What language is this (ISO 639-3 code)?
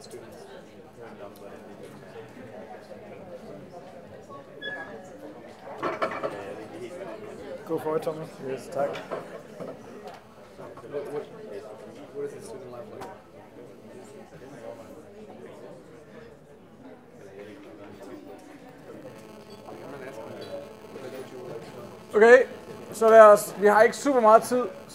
dan